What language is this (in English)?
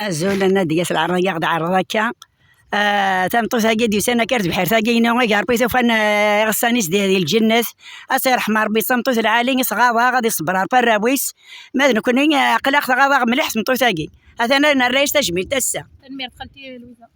Kabyle